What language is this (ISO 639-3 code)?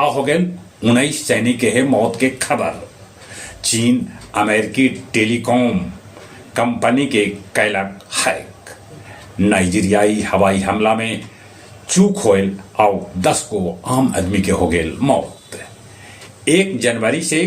mag